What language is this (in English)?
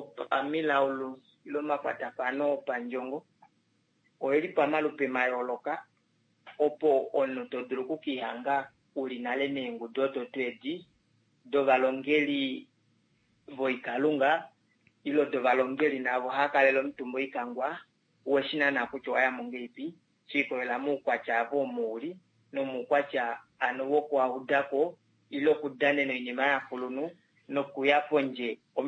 Kuanyama